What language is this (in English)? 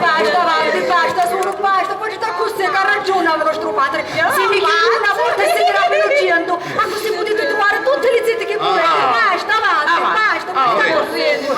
Sicilian